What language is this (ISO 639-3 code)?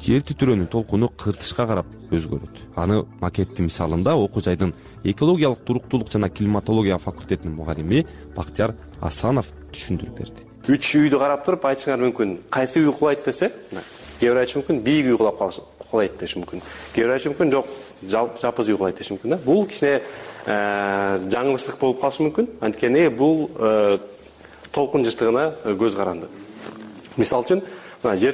kir